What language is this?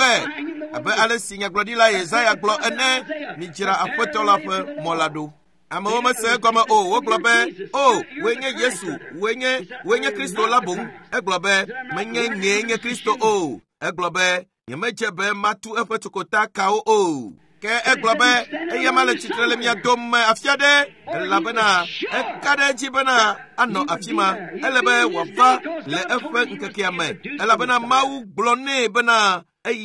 Ewe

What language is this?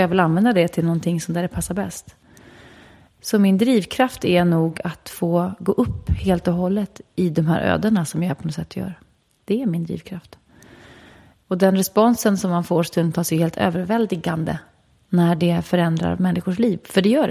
Swedish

